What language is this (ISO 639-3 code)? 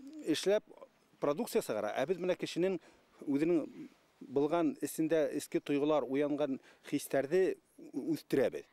bak